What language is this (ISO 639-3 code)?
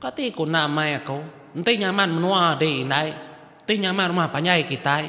iba